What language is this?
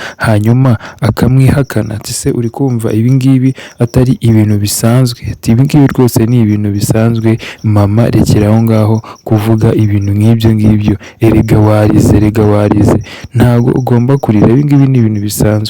Kinyarwanda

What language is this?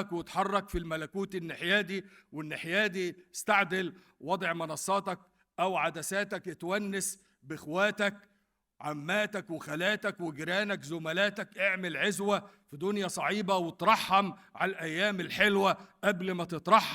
Egyptian Arabic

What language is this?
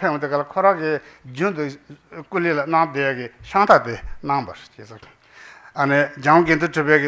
Tibetan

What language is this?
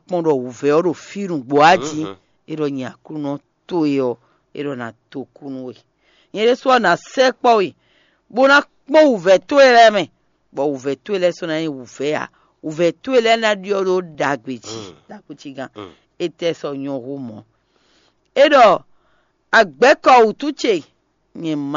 Fon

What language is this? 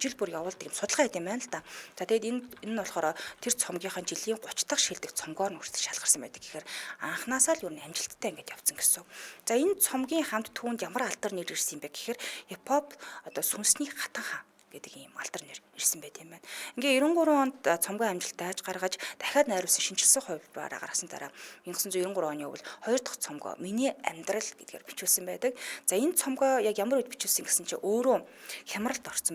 Mongolian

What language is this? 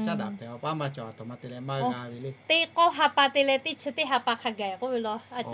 Lahu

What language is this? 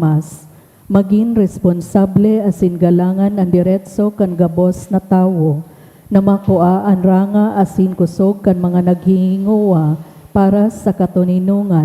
Bikol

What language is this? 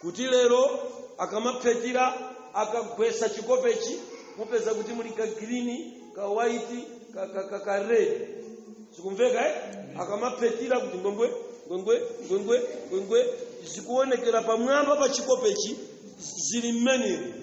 Nyanja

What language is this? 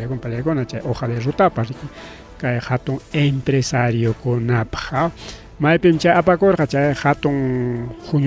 Ayacucho Quechua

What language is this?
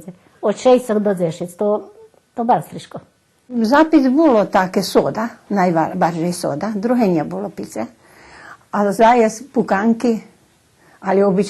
Rusyn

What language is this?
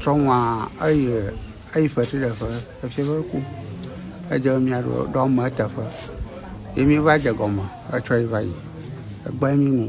Ewe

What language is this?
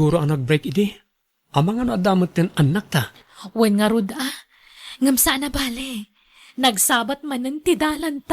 Iloko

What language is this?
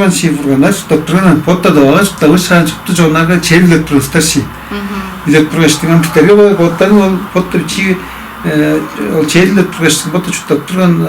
Tuvinian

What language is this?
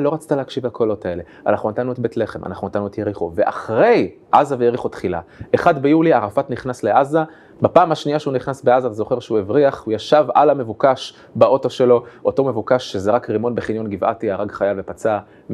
Hebrew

